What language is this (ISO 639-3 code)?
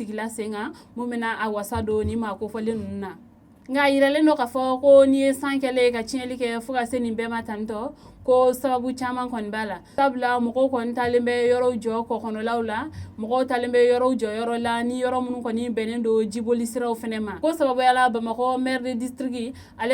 bam